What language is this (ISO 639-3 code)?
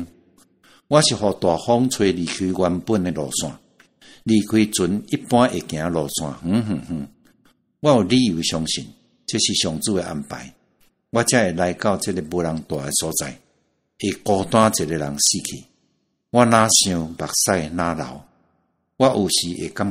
nan